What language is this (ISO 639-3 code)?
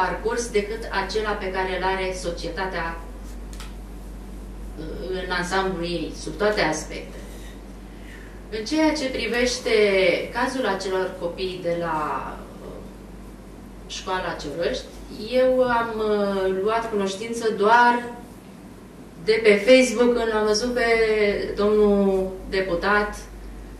ron